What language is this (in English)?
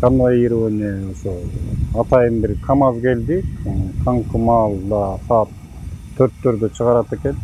Kyrgyz